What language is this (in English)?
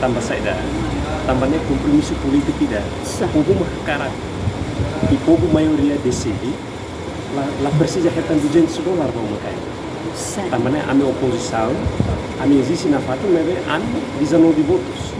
Tetum